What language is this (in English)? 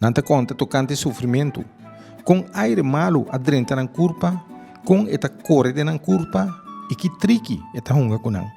Papiamento